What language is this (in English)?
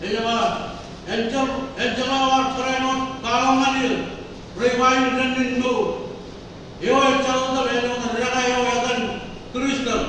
Marshallese